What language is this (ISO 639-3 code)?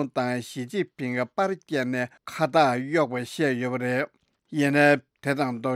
bod